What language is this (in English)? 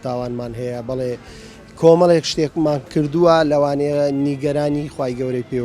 Central Kurdish